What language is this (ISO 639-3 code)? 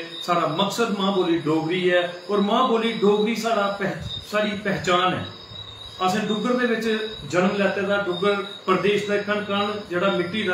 doi